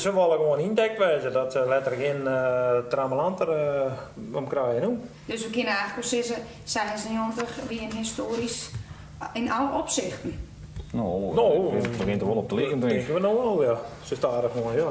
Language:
Western Frisian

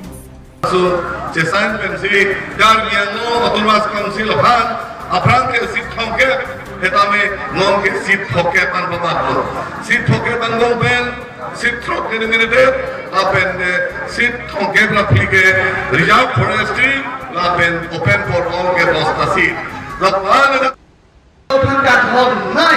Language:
Karbi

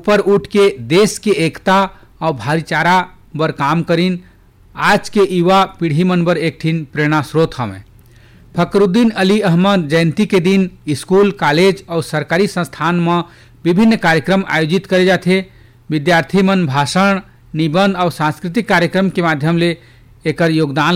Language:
Chhattisgarhi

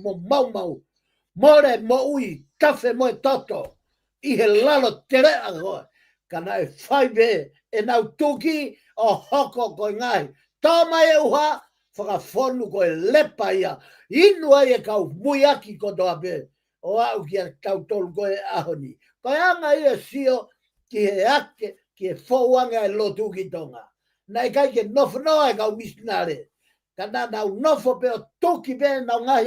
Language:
Tongan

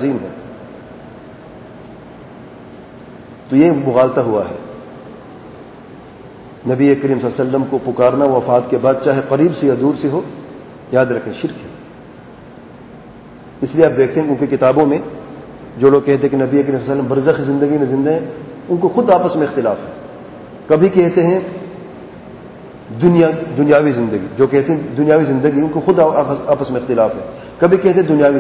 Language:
Urdu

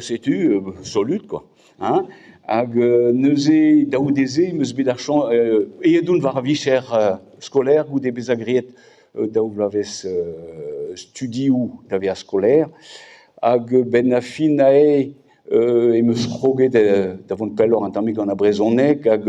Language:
Breton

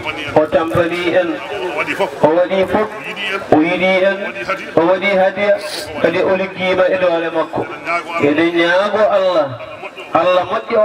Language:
Fula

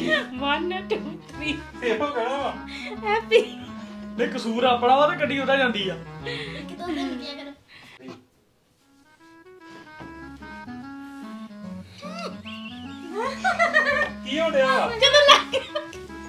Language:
Punjabi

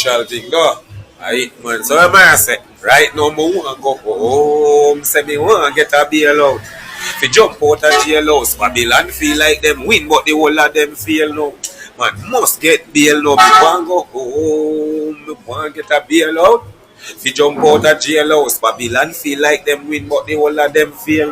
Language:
Jamaican Creole English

